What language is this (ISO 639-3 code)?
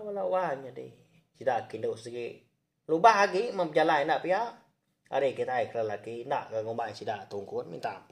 iba